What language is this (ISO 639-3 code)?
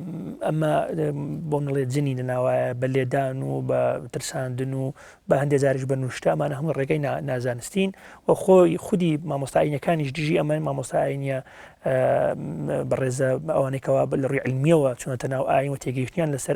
ckb